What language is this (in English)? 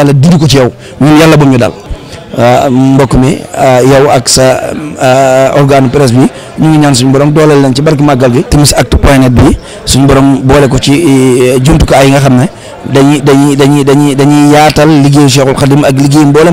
Wolof